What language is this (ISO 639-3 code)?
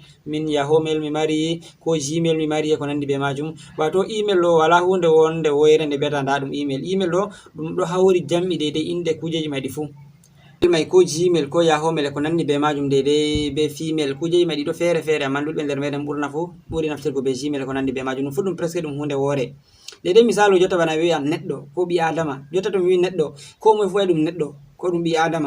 ful